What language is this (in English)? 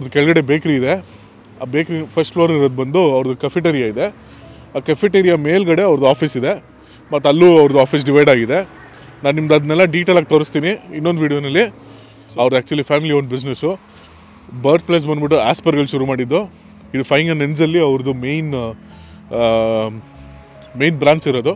Kannada